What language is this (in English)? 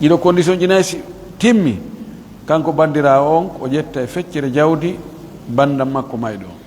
Pular